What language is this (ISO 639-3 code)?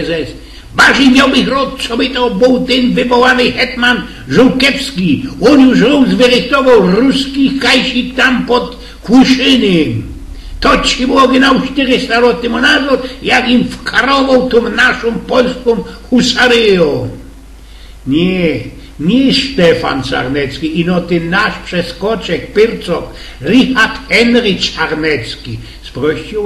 szl